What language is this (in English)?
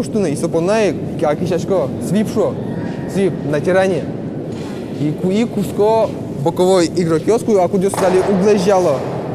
Udmurt